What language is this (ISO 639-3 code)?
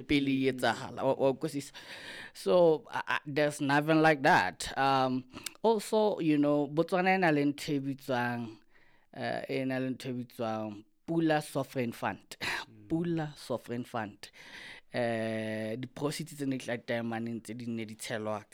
sot